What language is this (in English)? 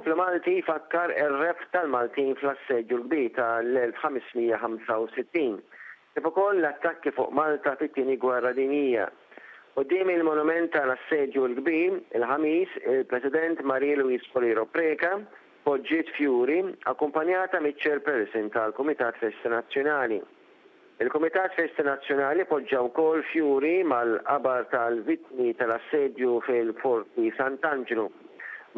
Maltese